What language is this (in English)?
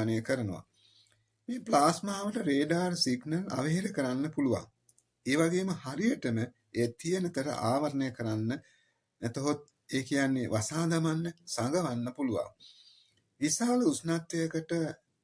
Sinhala